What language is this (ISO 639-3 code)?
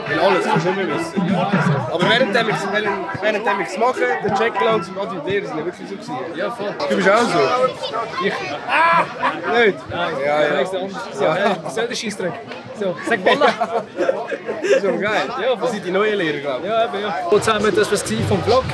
gsw